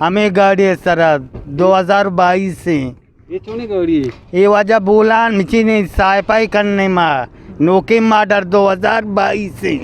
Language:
Eastern Balochi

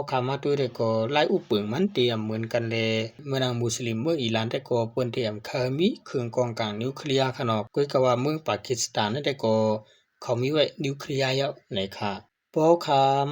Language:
Shan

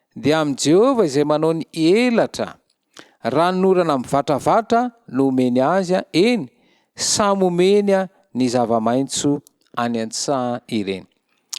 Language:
Malagasy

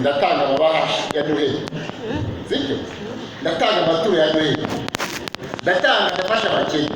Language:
Kinyarwanda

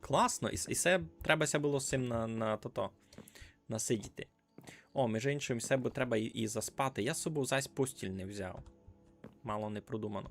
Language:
Rusyn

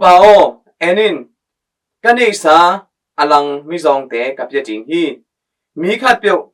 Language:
Tedim Chin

